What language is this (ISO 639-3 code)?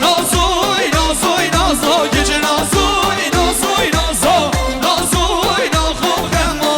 kur